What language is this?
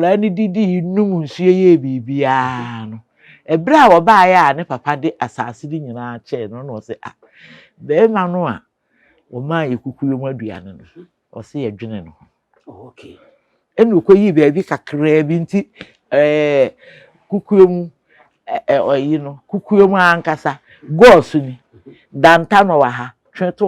Akan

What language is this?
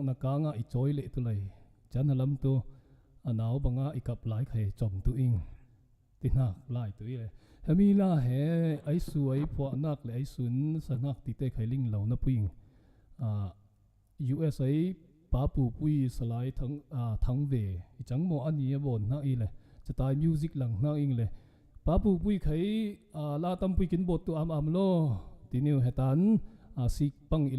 Falam Chin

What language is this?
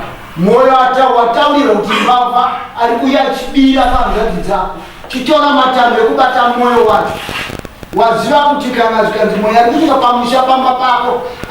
Shona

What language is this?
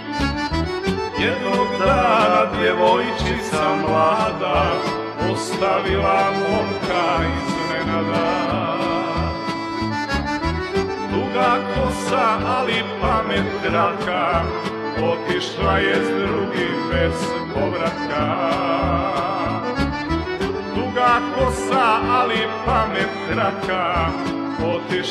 Serbian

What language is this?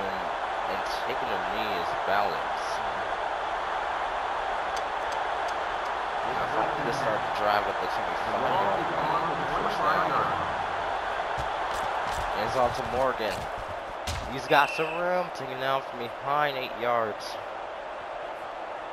English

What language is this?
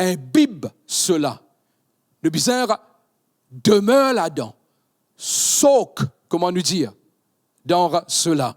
Morisyen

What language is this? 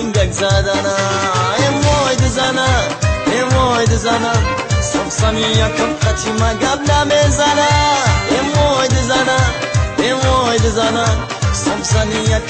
Tajik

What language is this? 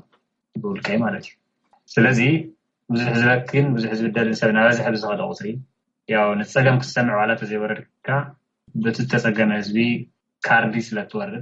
Tigrinya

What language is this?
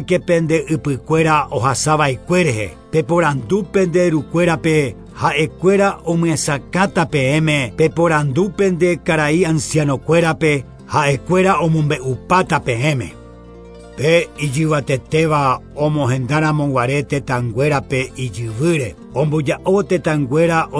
Guarani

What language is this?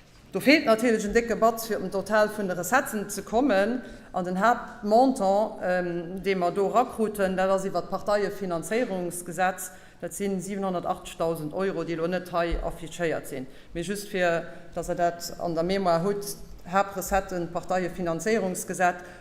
Luxembourgish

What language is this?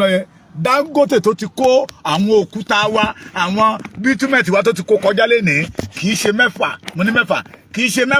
Yoruba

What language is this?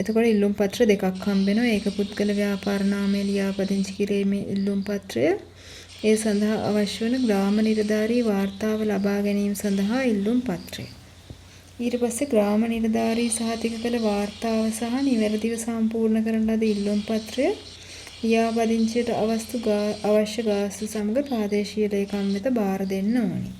Sinhala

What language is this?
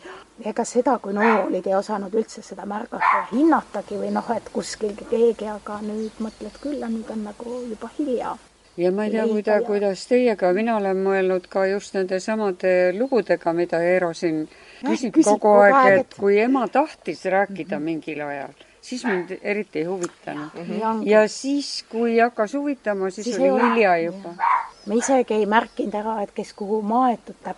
Estonian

